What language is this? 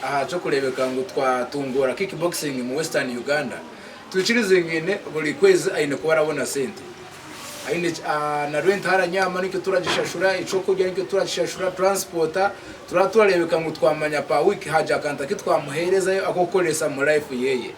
Nyankole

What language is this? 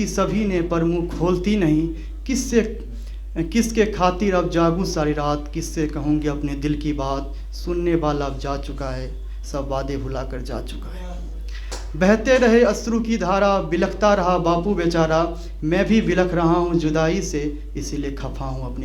Maithili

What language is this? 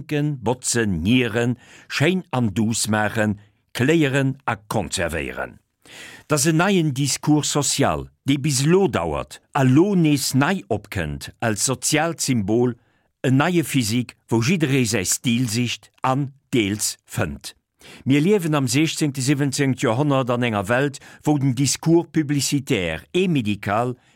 Luxembourgish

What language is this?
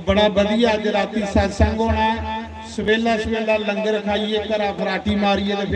Dogri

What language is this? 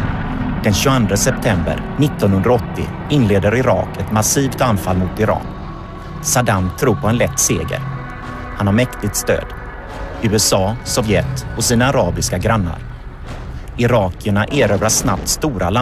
Swedish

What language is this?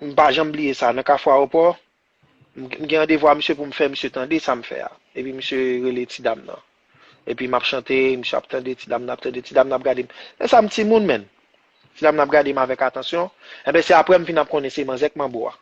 Haitian Creole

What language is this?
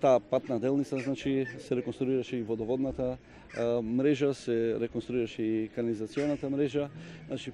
Macedonian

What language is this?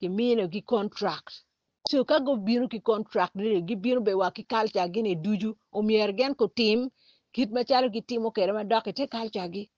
Acoli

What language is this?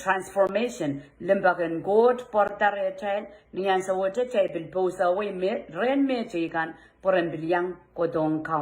Pohnpeian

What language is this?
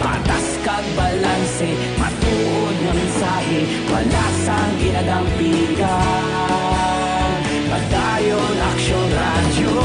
Hiligaynon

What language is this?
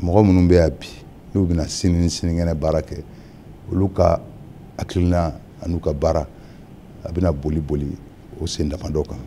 Bambara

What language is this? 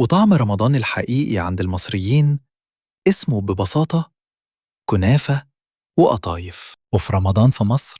Egyptian Arabic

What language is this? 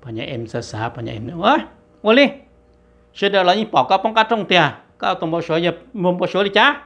Hmong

